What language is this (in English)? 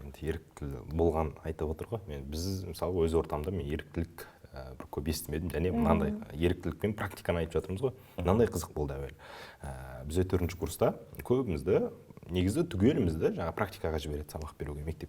Kazakh